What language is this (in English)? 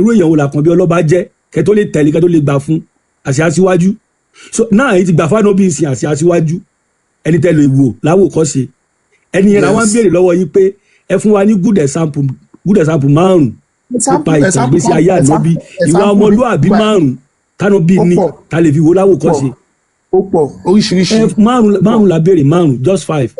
Yoruba